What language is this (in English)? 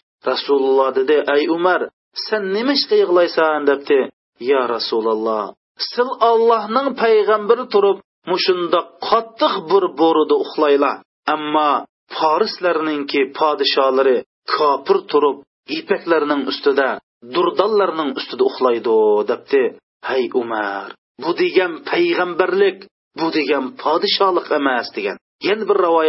Uyghur